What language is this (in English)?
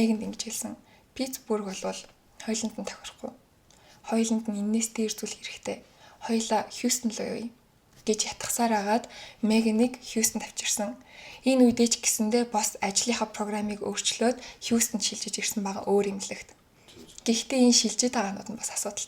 Mongolian